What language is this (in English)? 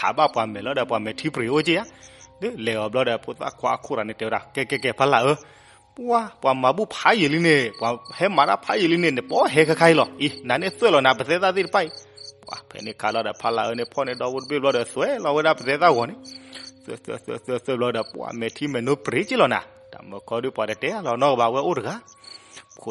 S'gaw Karen